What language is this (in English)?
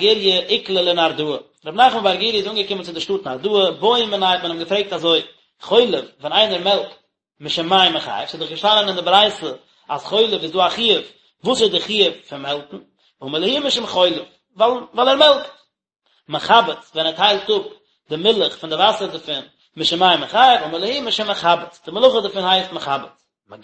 Yiddish